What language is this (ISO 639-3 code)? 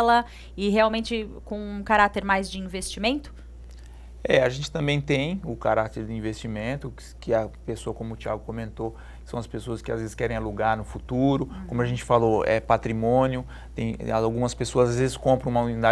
por